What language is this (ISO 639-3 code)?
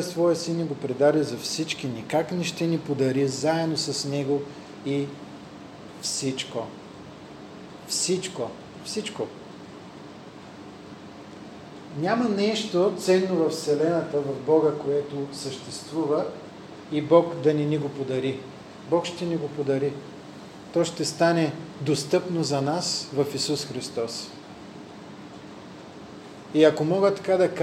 bul